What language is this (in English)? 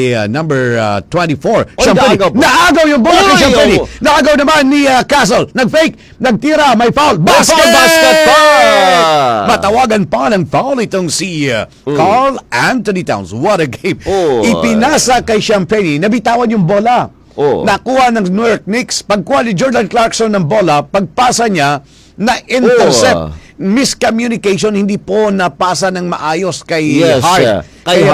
Filipino